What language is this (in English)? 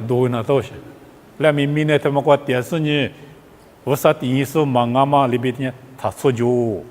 Lisu